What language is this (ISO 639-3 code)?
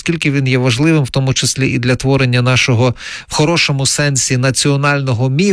ukr